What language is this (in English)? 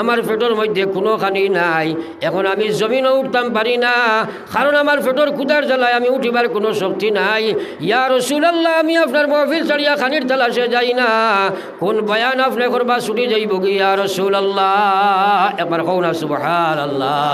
Sylheti